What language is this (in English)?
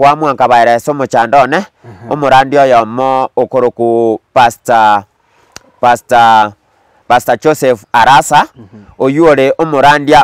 Gusii